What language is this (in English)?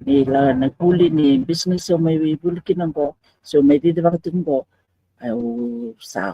Fijian